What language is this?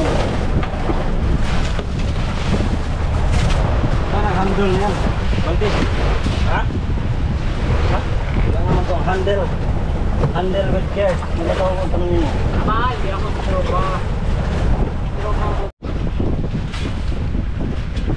Filipino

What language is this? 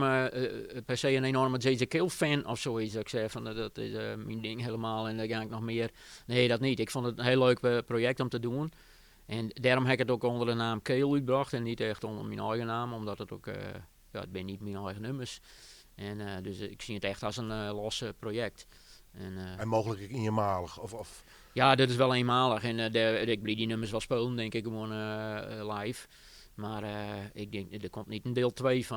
Western Frisian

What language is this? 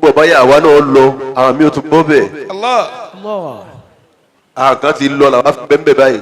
Yoruba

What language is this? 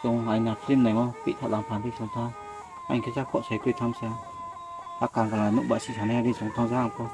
Riang (India)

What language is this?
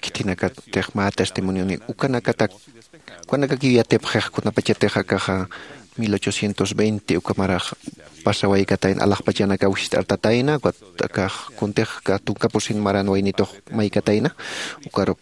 Aymara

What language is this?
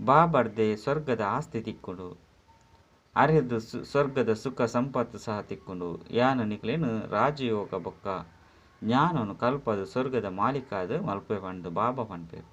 Tulu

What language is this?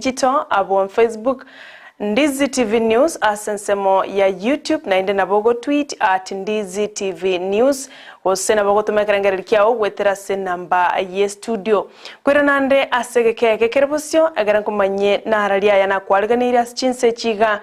Gusii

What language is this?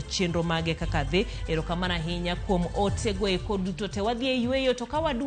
Luo (Kenya and Tanzania)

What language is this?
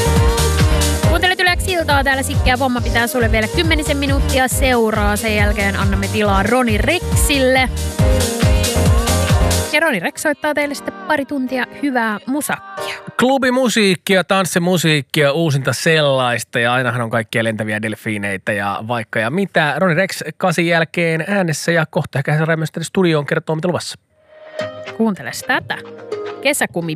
Finnish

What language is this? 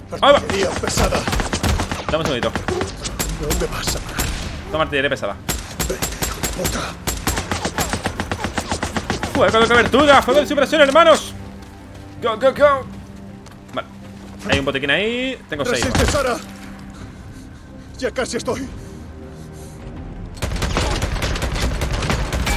Spanish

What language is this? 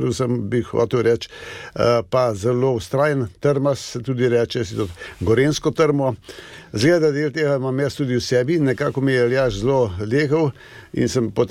Slovenian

